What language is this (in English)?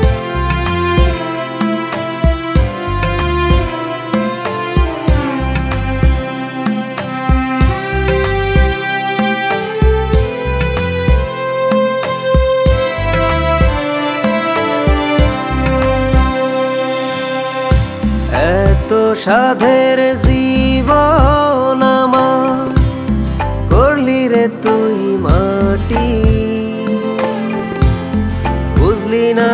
Bangla